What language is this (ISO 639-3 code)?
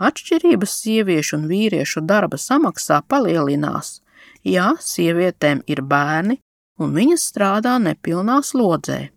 lav